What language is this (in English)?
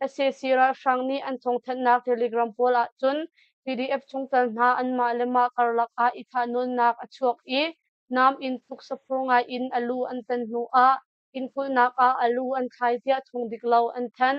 Hakha Chin